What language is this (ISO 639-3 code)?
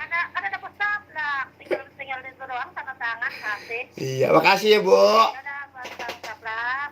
bew